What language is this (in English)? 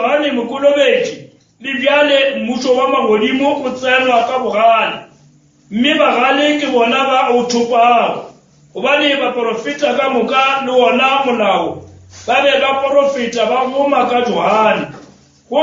Northern Sotho